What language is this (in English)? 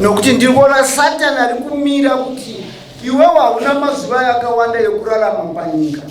Shona